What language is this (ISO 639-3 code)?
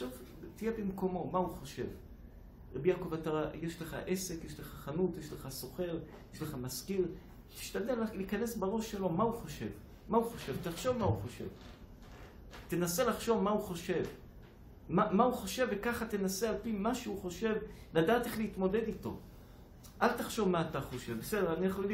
heb